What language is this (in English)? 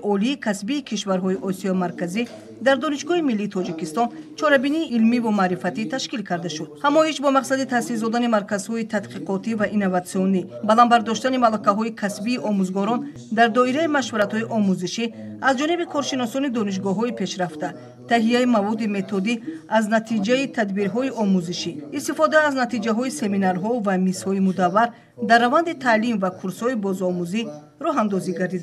Tajik